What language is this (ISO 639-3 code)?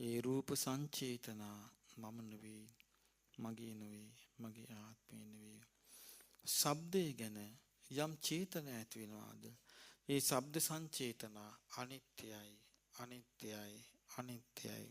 sin